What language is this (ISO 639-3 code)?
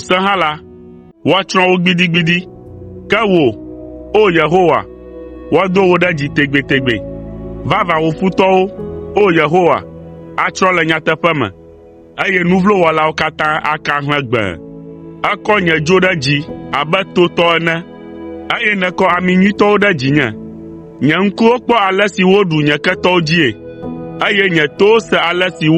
ewe